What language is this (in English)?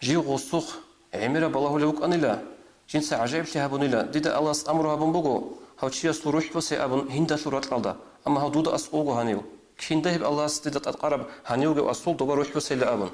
Avaric